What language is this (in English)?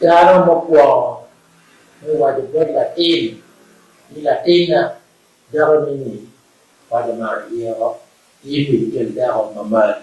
Acoli